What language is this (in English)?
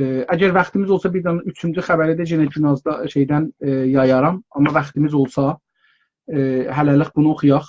South Azerbaijani